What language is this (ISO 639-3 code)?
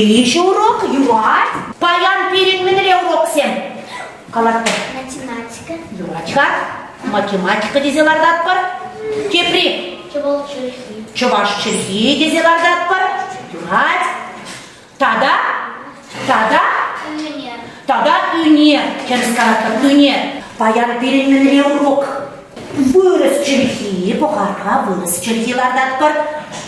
chv